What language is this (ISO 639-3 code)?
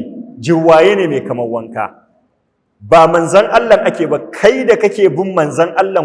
hau